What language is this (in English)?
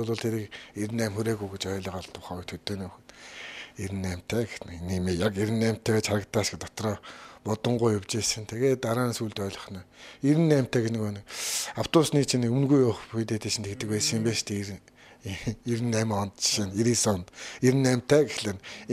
Mongolian